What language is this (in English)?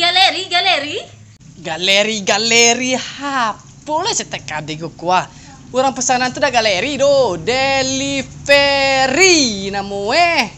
Minangkabau